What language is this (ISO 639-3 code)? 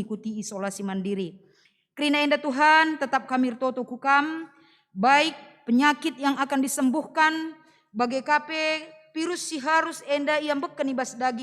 btx